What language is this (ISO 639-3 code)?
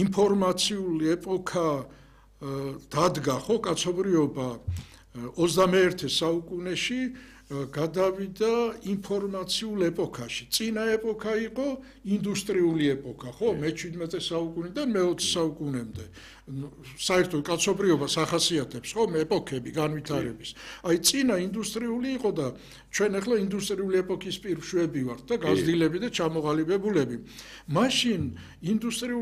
kat